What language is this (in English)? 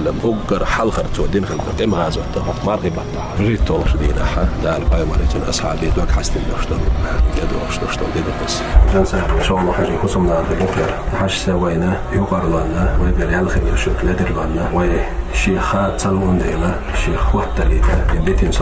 Chechen